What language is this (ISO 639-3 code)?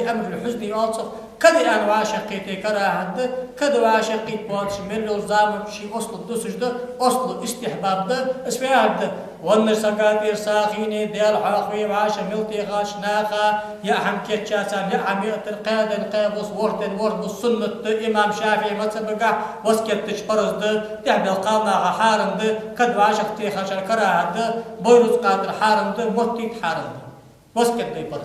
inh